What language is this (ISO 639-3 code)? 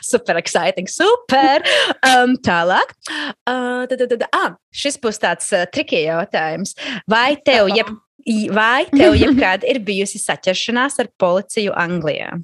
lav